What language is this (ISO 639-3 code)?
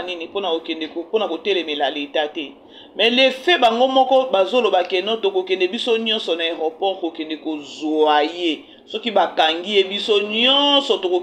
lin